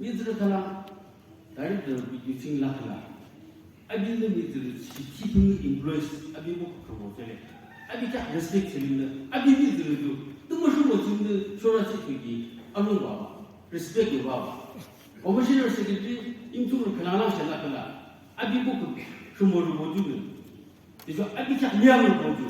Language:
Naga Pidgin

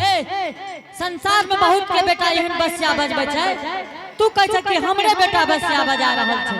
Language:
Angika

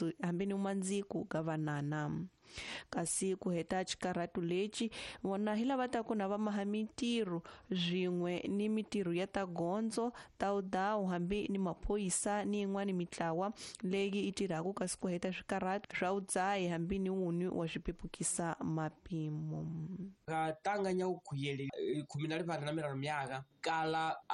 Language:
Tsonga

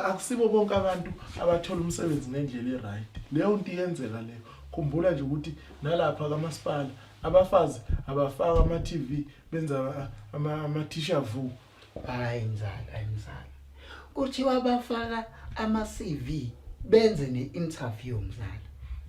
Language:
Zulu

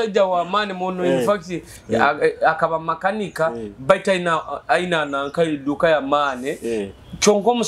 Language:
Nyoro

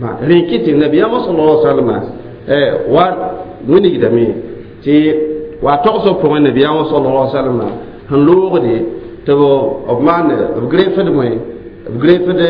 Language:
Mossi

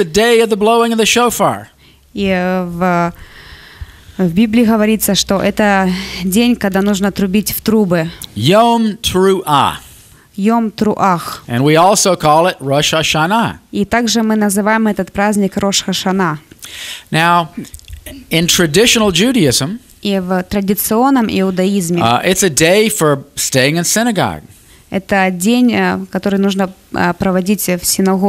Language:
Russian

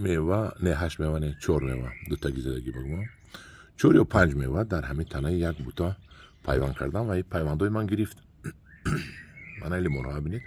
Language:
Tajik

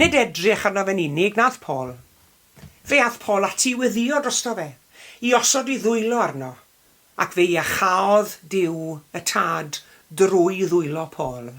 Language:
Welsh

